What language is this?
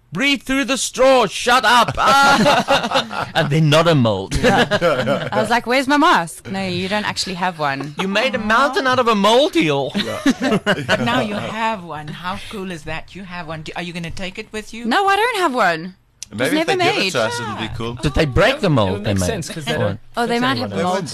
English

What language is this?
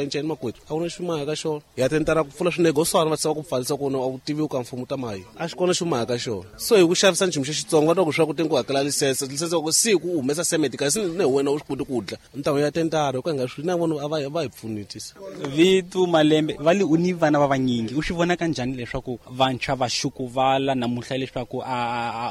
Tsonga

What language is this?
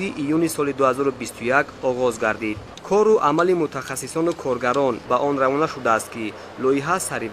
Tajik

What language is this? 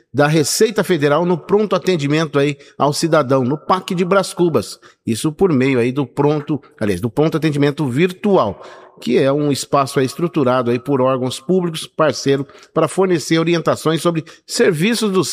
Portuguese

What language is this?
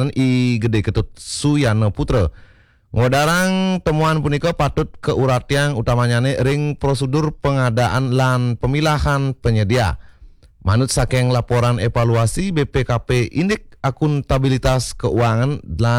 Balinese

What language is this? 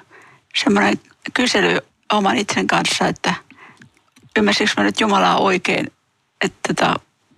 Finnish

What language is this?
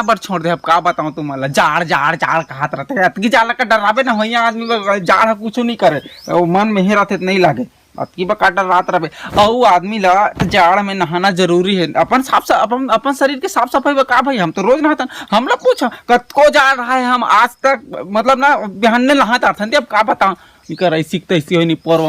Chhattisgarhi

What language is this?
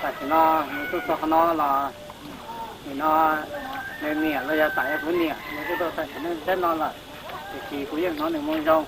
Hmong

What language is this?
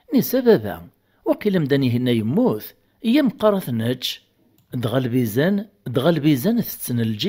Kabyle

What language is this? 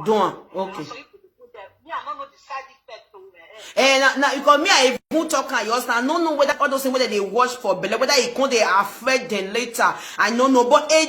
Nigerian Pidgin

